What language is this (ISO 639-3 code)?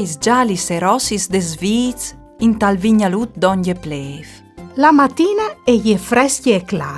fur